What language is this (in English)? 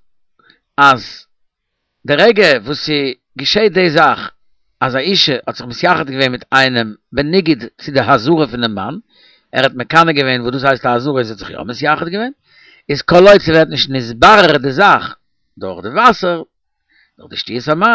Yiddish